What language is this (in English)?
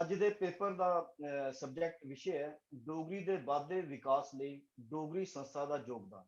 Dogri